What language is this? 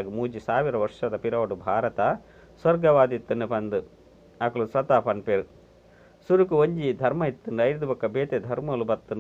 Tulu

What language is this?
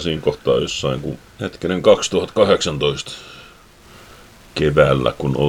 Finnish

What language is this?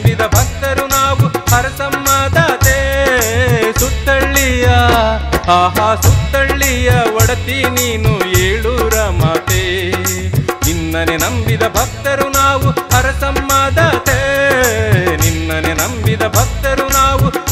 Kannada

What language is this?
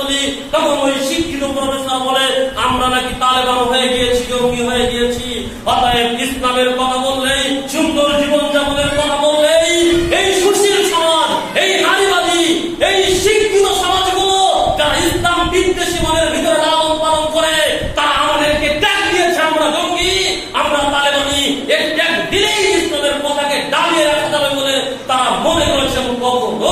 Bangla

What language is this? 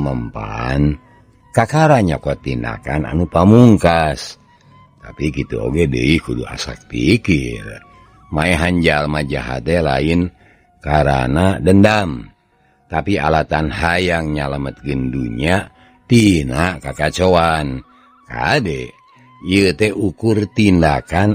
Sundanese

